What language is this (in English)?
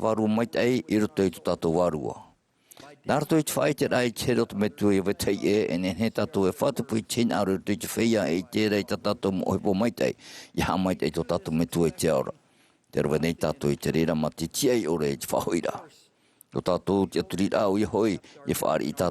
Tahitian